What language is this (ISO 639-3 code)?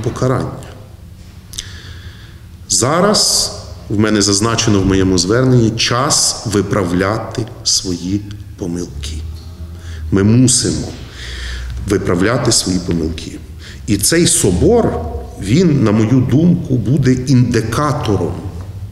ukr